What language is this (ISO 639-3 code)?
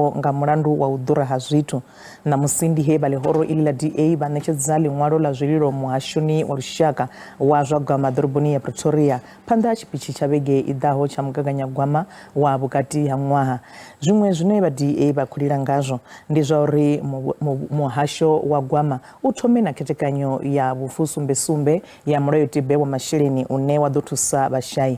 ven